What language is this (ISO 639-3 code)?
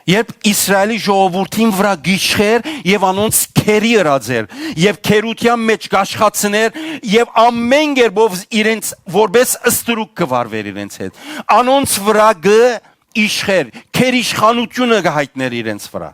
hyw